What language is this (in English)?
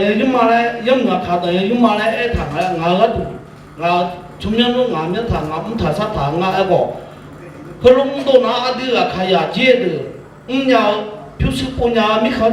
Akha